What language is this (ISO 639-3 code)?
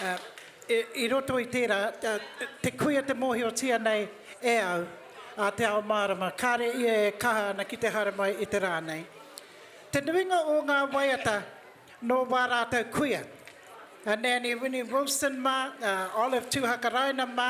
mri